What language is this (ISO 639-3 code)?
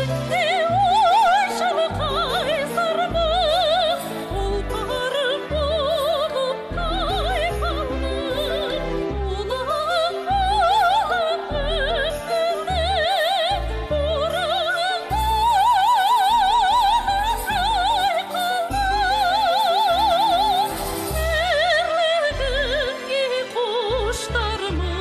kaz